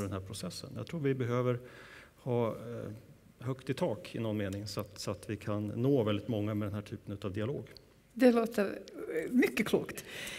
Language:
Swedish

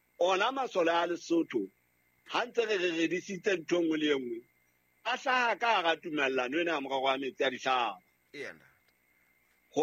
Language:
Southern Sotho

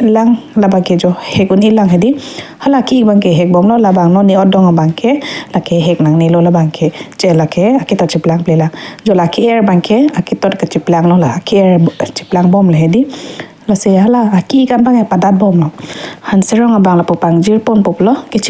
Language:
Karbi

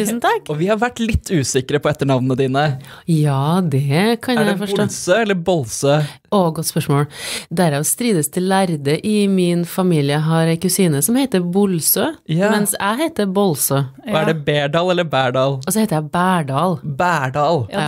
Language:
Norwegian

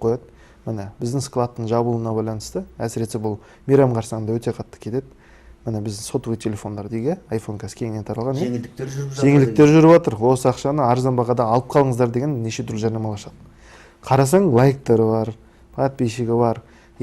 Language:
Kazakh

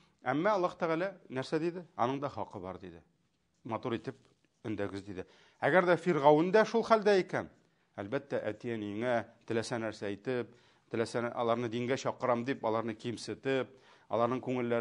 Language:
Tatar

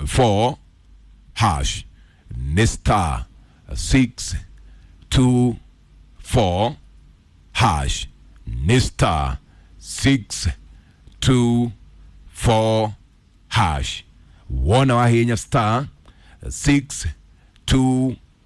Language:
Kikuyu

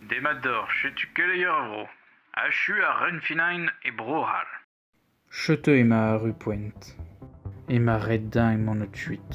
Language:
Breton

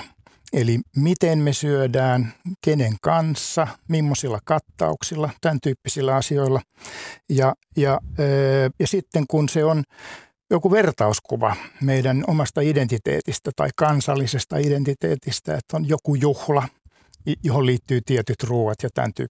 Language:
Finnish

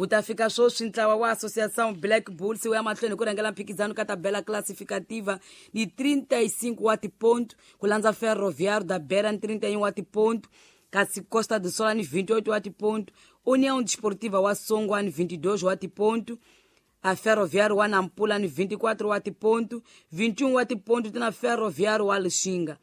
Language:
Tsonga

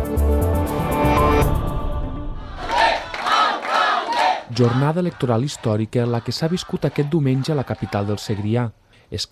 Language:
Catalan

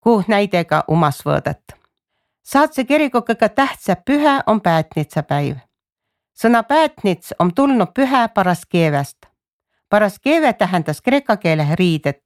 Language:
Estonian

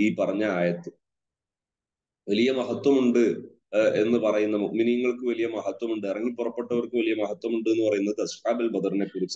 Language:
Malayalam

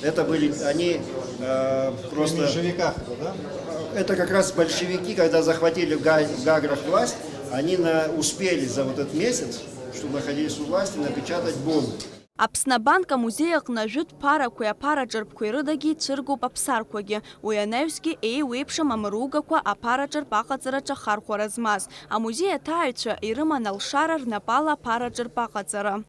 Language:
Abkhazian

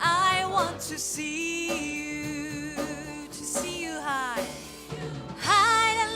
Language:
S'gaw Karen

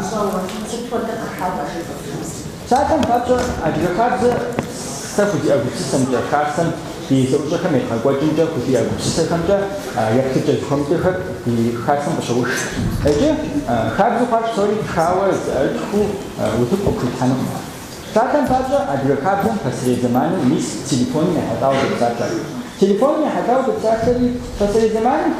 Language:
Kabardian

